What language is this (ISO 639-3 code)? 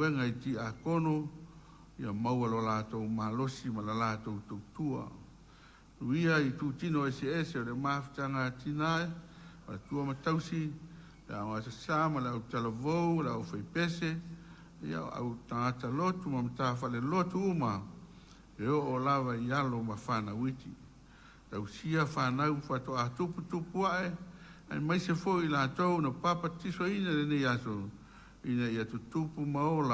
smo